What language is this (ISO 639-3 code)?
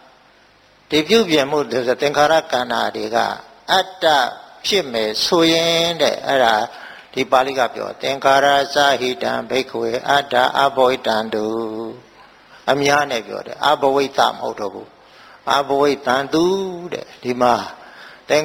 mya